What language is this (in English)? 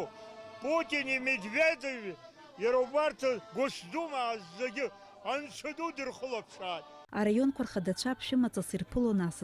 Abkhazian